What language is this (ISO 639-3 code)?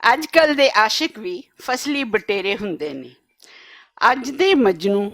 lah